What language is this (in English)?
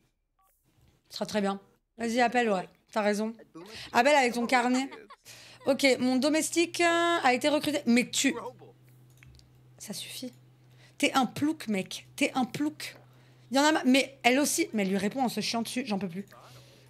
French